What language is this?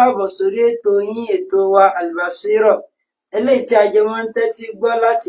Yoruba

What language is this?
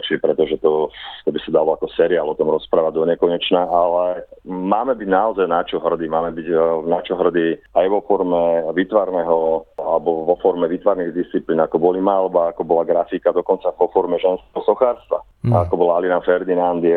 Slovak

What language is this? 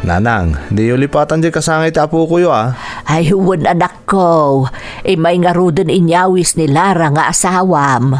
Iloko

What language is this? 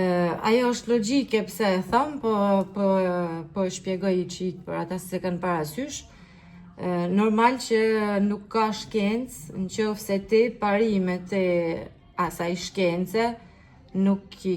Albanian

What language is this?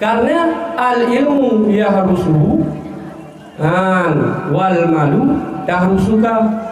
Achinese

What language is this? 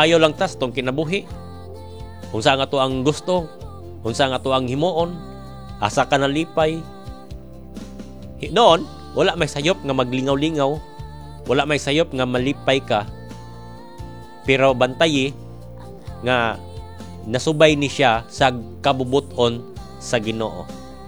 Cebuano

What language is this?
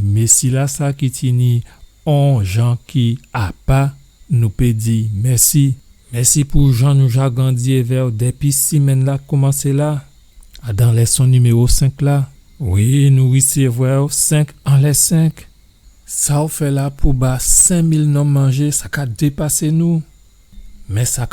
Guadeloupean Creole French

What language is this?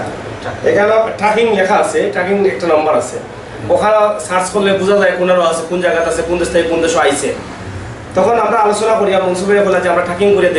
Sylheti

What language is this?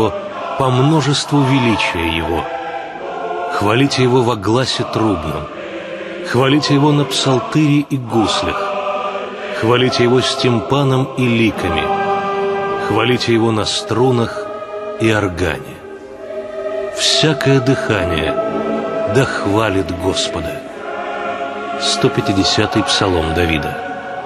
Russian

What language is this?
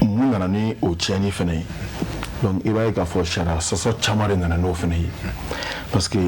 Bambara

